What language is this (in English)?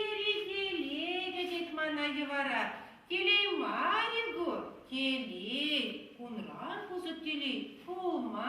Chuvash